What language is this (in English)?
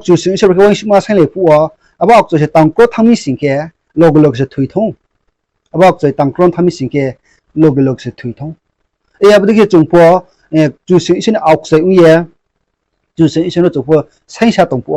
Riang (India)